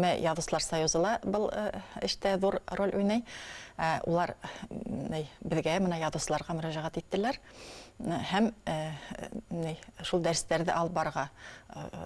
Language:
Bashkir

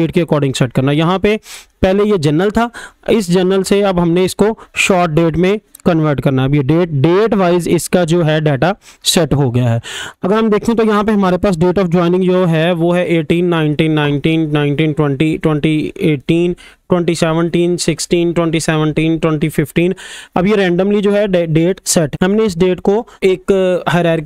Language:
Hindi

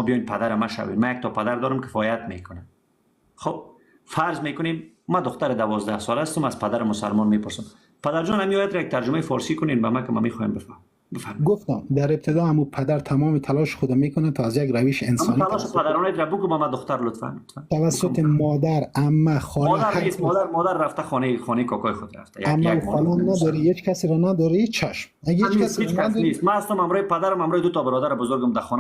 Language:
Persian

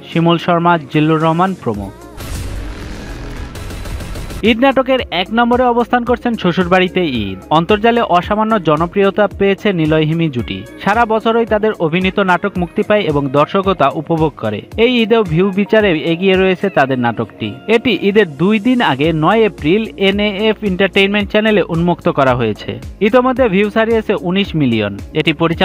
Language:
Bangla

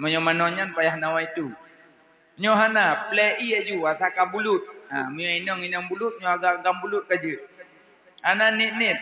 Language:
Achinese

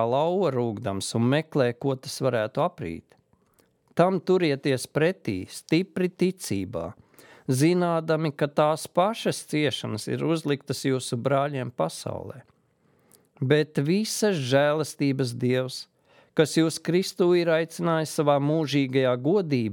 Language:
Latvian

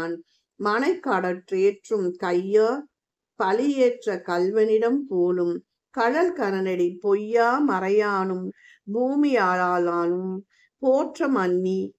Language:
Tamil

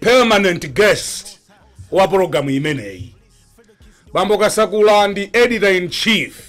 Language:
Nyanja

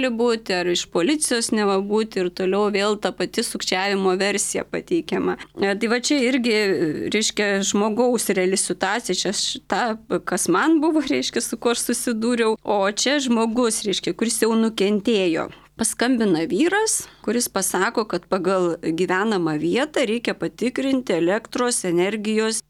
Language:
Lithuanian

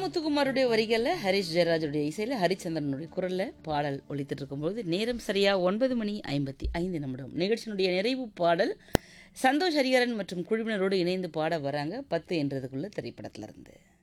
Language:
Tamil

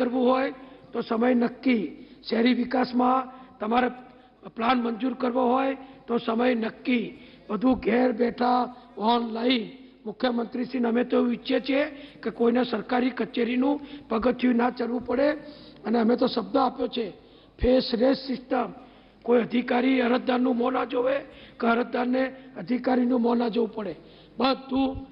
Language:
Gujarati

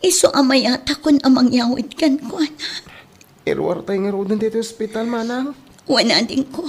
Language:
Iloko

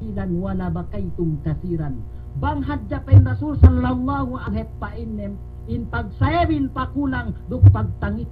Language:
Yakan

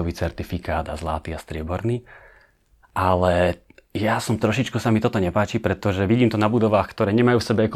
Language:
Slovak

